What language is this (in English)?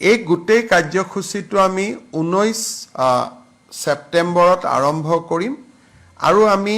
Assamese